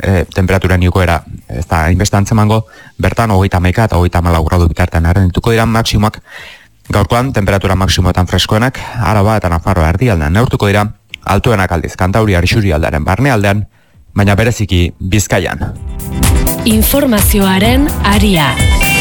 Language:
Basque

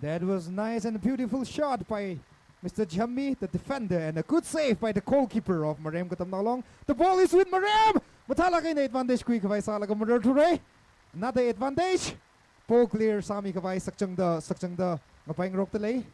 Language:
Tangkhul Naga (India)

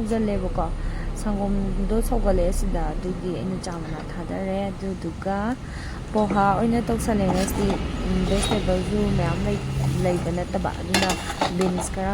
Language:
Manipuri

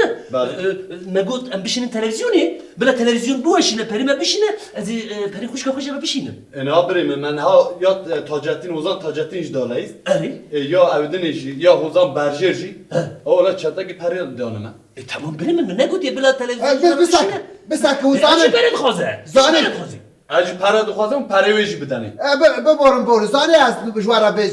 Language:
Kurdish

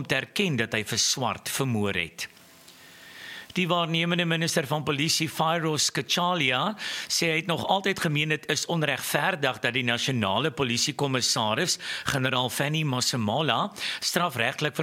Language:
Afrikaans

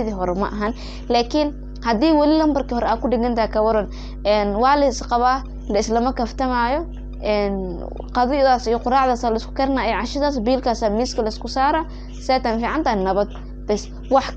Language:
Somali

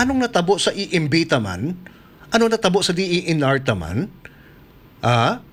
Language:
Hiligaynon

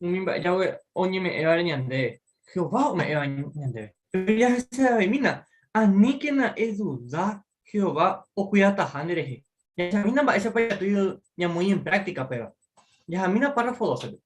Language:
Guarani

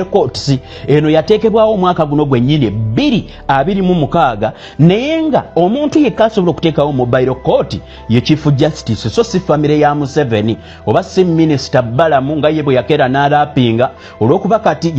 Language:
Ganda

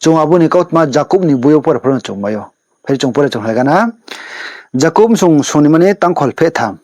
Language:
Riang (India)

